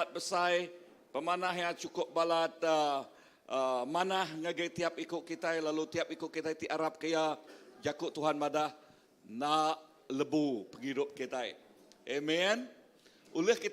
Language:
Iban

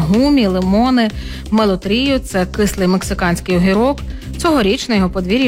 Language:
Ukrainian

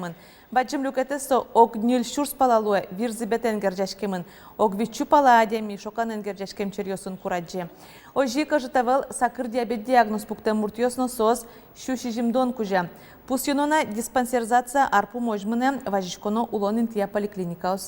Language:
Udmurt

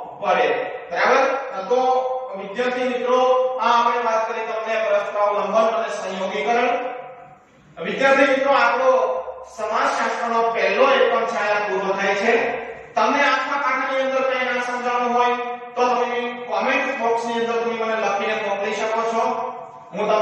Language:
Gujarati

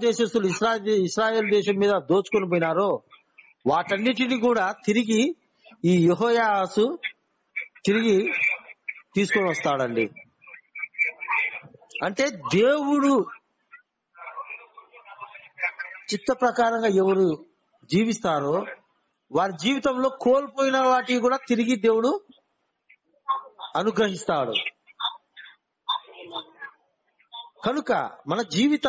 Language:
Telugu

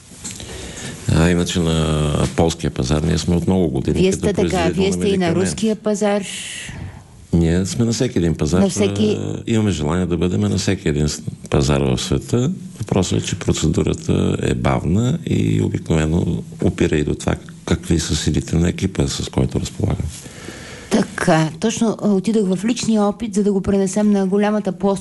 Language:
Bulgarian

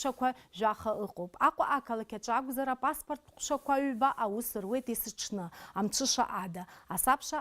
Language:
Abkhazian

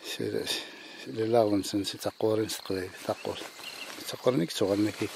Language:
Kabyle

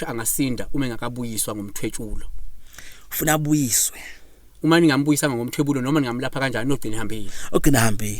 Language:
Zulu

